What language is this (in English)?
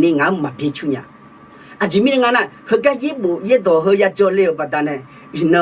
Akha